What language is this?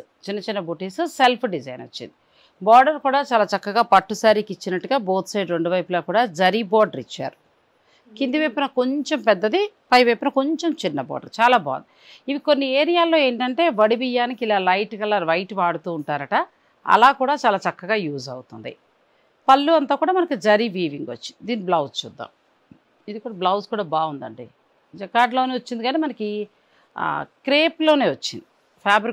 Telugu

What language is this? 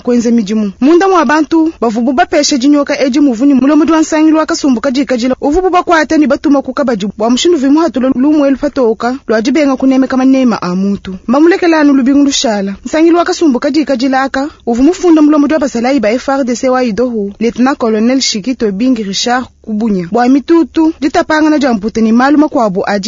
Luba-Lulua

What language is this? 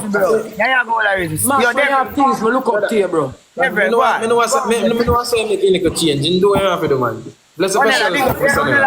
Jamaican Creole English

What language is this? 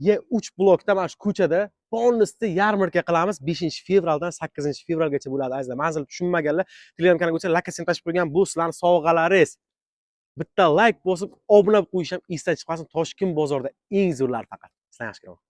Uzbek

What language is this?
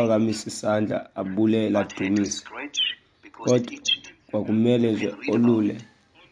Xhosa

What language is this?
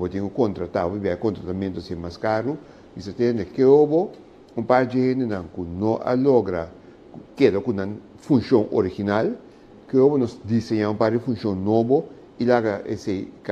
Papiamento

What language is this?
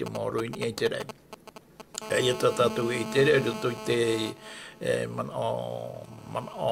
Tahitian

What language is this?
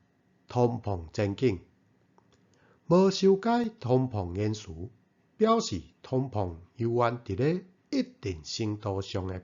Min Nan Chinese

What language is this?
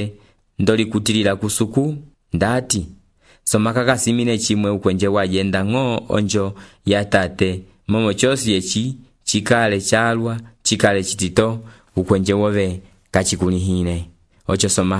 Umbundu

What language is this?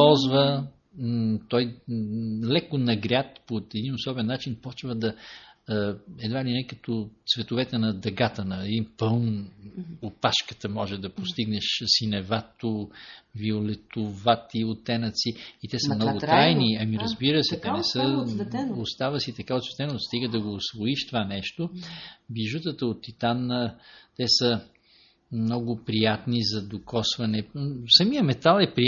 Bulgarian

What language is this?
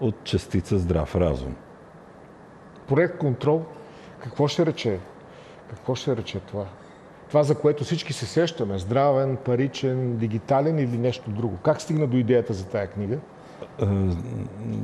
Bulgarian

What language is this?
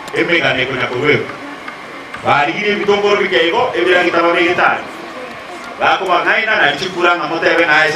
Gusii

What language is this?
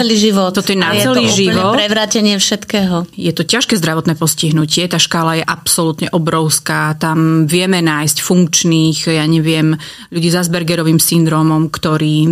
Slovak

